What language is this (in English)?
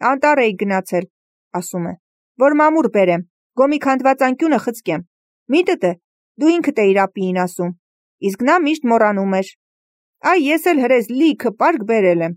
Armenian